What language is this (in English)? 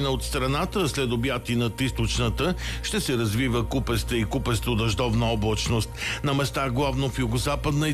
Bulgarian